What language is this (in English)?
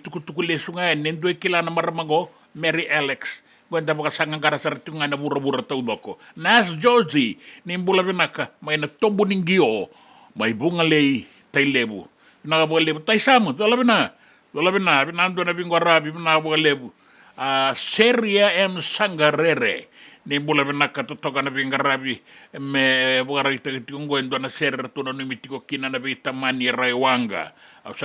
Fijian